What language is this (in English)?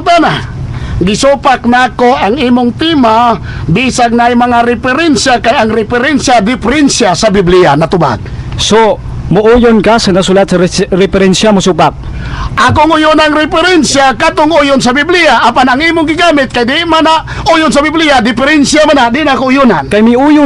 Cebuano